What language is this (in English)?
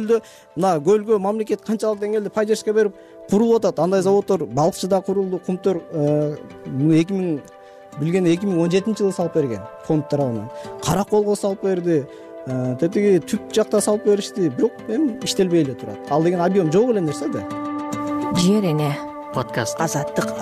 Kyrgyz